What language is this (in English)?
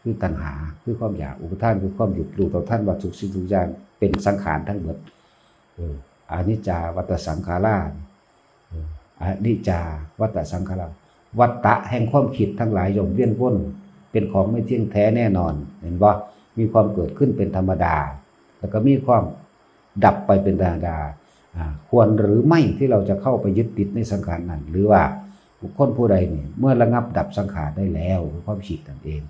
Northeastern Thai